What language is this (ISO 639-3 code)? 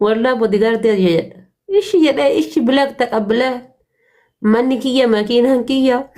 orm